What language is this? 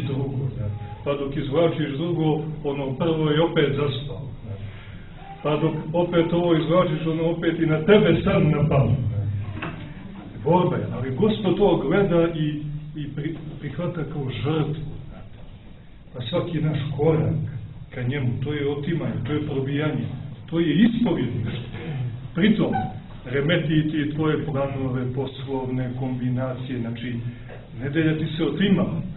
Serbian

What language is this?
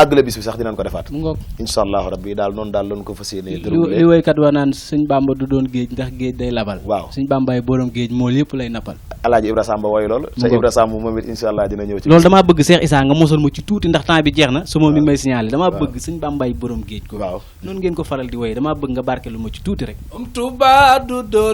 Wolof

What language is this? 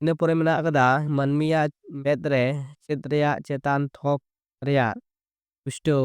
Santali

